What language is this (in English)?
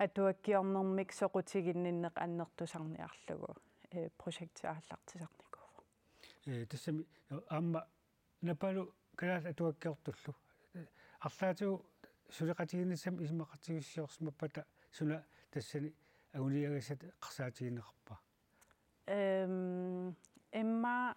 Kalaallisut